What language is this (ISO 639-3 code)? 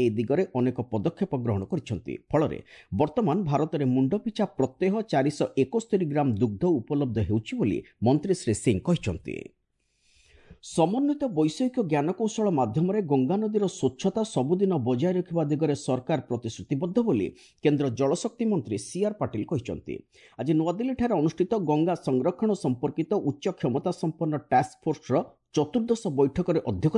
ori